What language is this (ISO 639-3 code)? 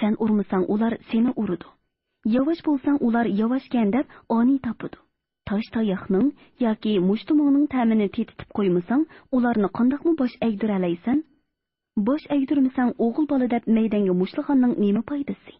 uig